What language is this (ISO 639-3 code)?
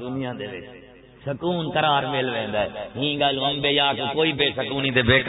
skr